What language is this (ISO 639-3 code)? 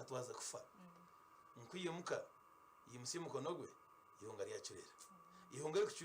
nyn